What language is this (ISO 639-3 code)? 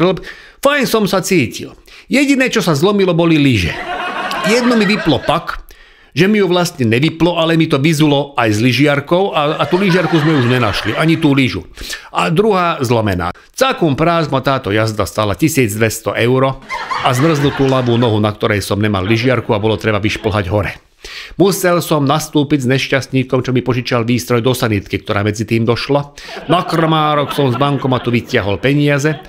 slk